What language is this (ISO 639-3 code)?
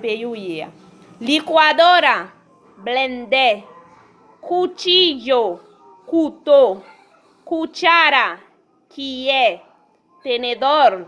hat